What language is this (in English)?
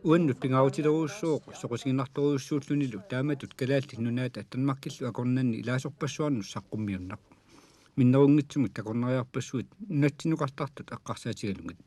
Kalaallisut